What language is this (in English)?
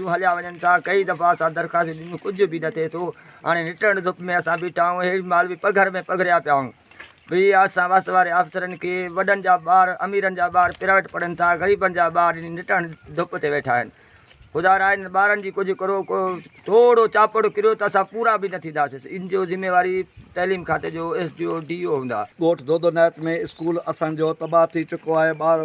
Sindhi